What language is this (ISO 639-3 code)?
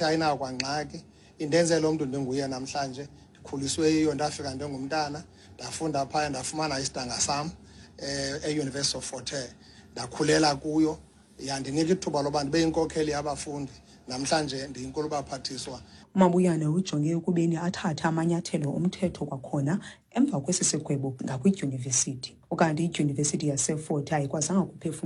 xho